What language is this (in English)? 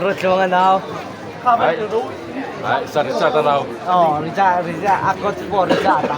Mizo